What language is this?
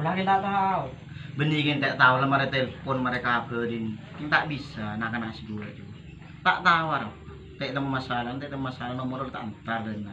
Madurese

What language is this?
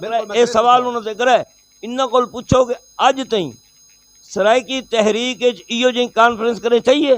Saraiki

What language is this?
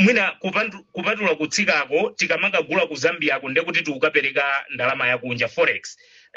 Nyanja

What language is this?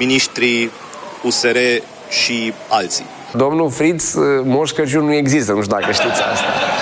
Romanian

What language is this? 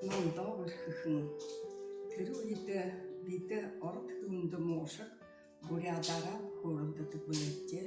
Buriat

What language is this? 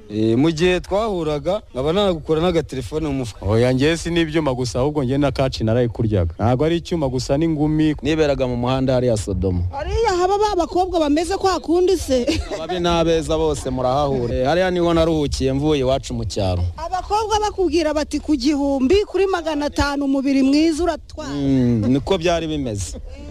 Kinyarwanda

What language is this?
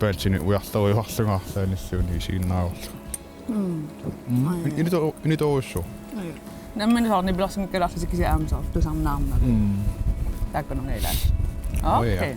Kalaallisut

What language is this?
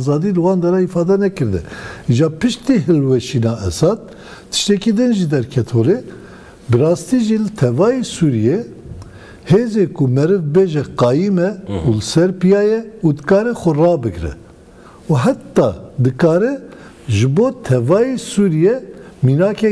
Kurdish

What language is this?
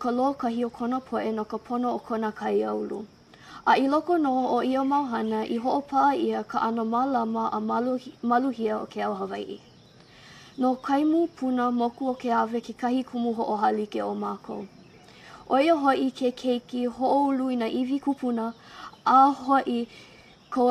Hawaiian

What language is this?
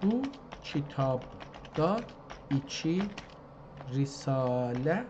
South Azerbaijani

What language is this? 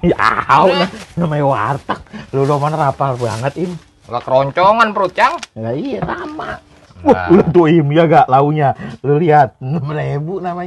Betawi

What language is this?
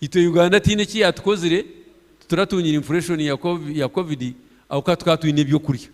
Nyankole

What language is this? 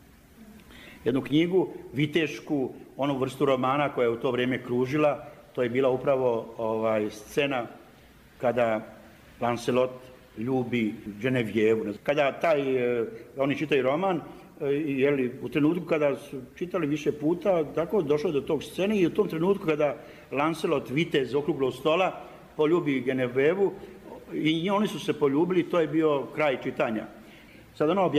Bosnian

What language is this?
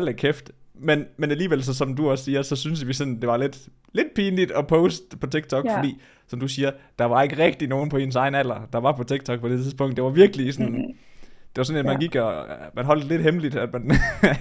Danish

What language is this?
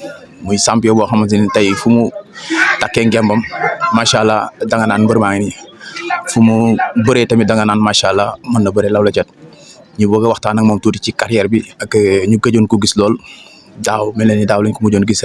Wolof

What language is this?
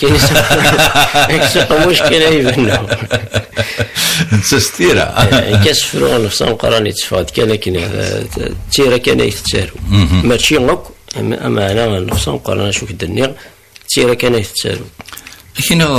Kabyle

